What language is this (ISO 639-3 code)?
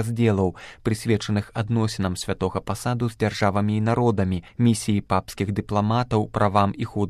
bel